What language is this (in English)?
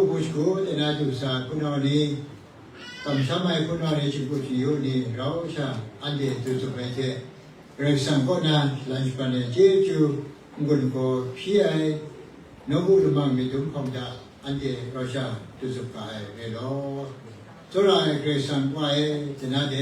Kachin